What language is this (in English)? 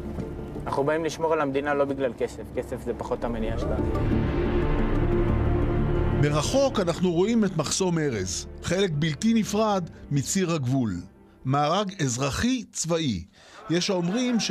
Hebrew